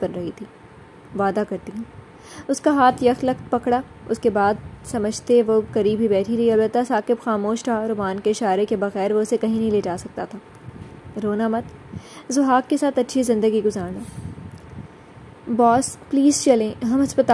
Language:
Urdu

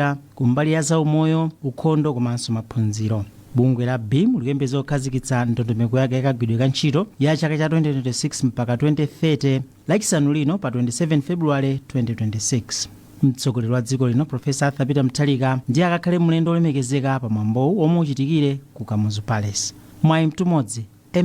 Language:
Nyanja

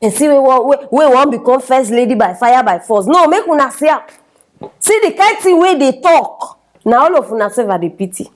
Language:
Nigerian Pidgin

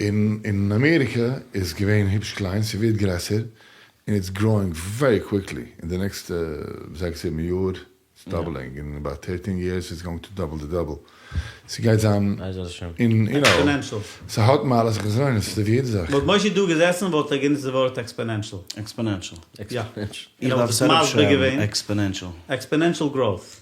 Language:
Yiddish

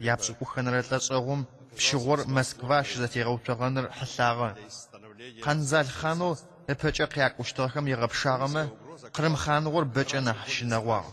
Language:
Adyghe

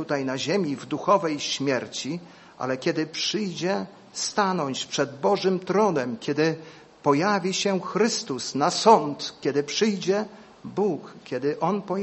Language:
Polish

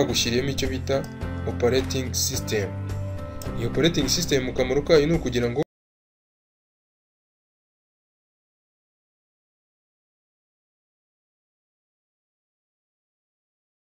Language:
Kinyarwanda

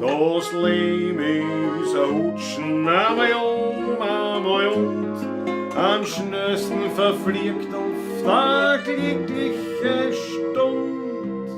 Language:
Bavarian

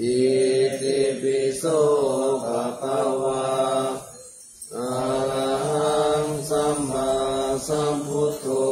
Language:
Pali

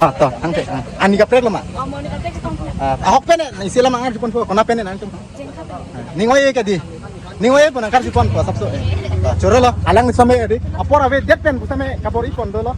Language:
Karbi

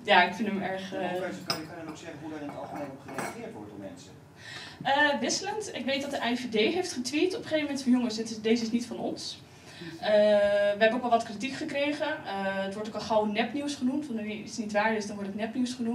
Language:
Dutch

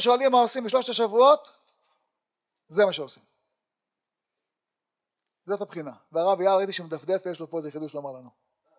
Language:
Hebrew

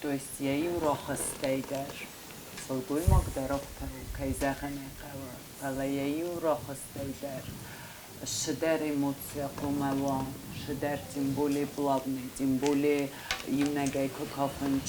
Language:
Ossetic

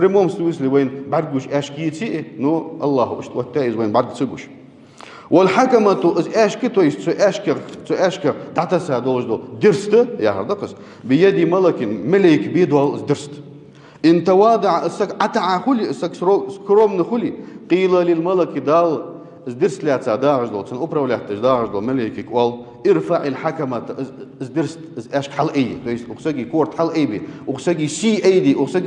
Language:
Ingush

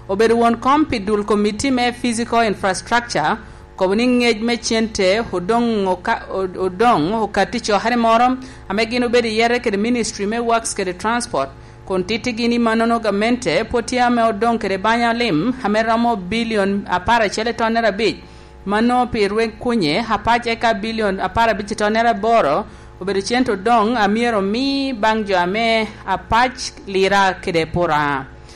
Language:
Lango (Uganda)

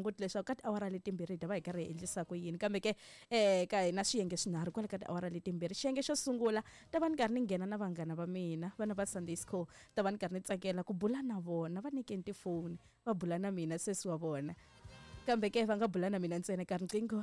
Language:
Tsonga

